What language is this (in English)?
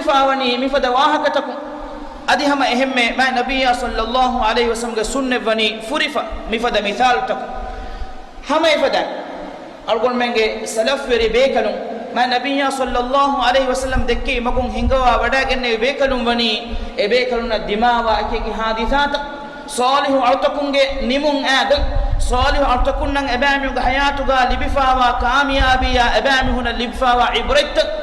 Divehi